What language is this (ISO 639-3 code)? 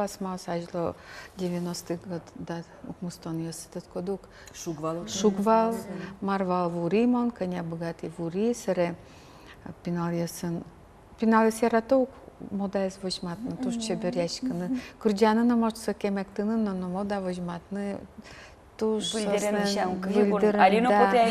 udm